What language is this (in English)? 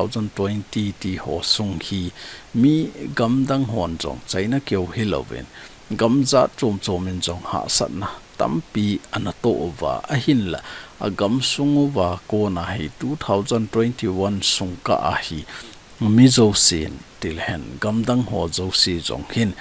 Thado Chin